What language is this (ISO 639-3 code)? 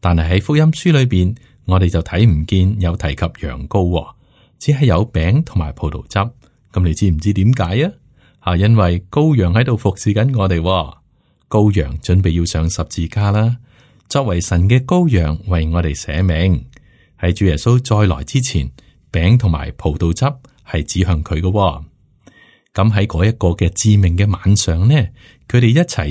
yue